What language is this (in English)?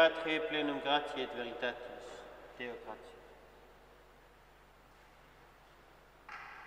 Latin